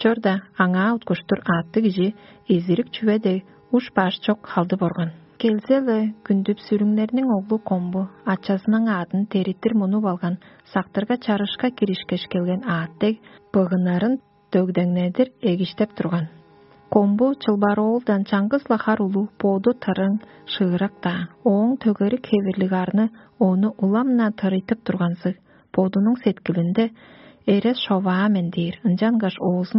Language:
Tuvinian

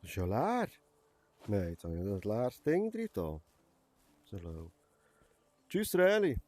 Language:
Swiss German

